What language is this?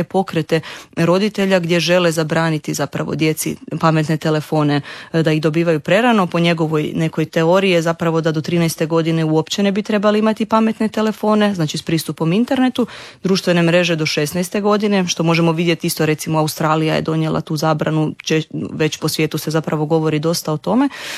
Croatian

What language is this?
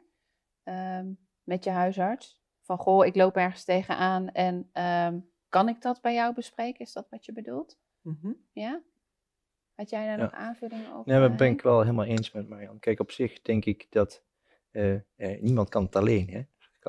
Dutch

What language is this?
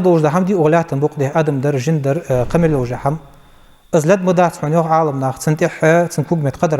Ingush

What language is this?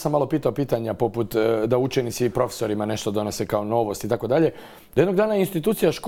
Croatian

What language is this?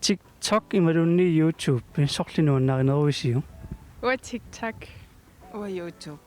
Kalaallisut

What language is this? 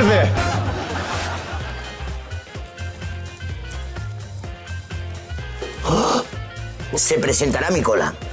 Catalan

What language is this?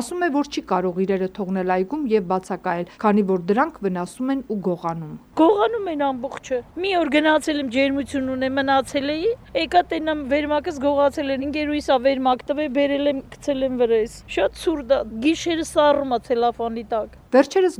Armenian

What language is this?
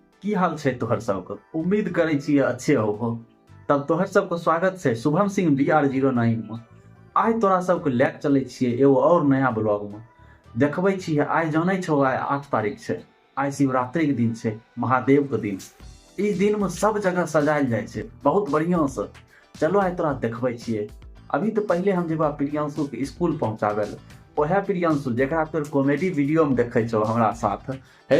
Maithili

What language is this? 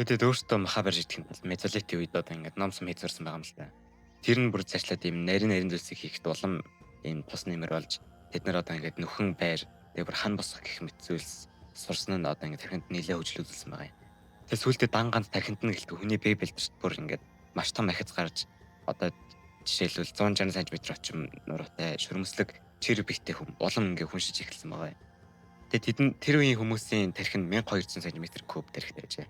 Mongolian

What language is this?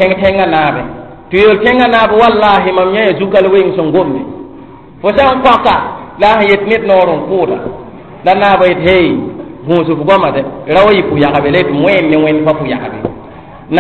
Mossi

